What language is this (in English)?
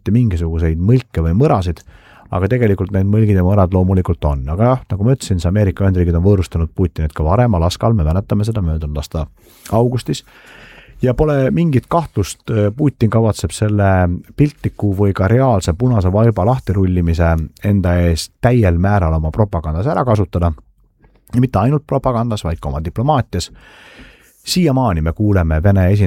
Estonian